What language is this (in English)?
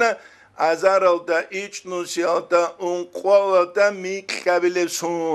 Avaric